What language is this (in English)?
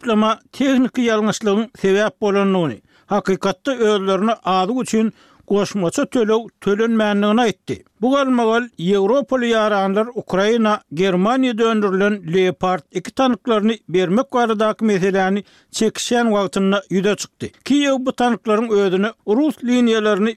Turkmen